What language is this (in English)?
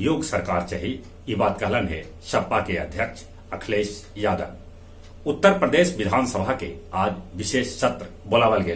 Magahi